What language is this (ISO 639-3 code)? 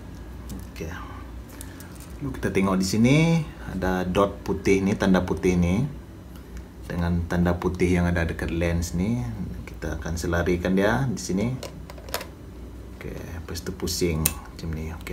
msa